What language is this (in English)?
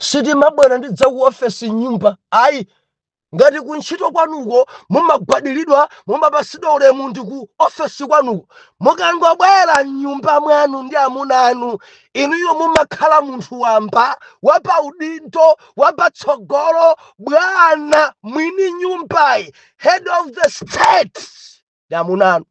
Nyanja